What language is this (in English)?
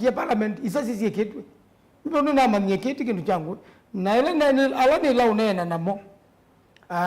Kamba